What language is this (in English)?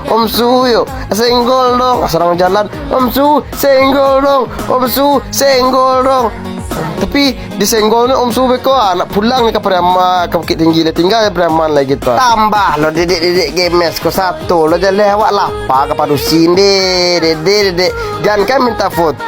Minangkabau